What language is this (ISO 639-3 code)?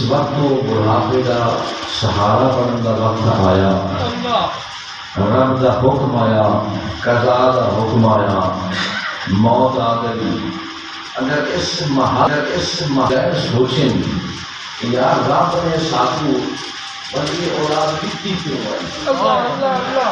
skr